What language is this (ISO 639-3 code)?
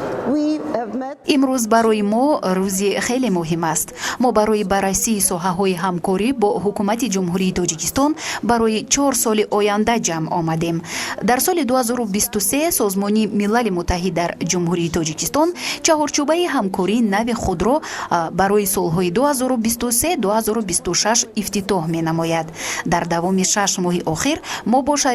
tgk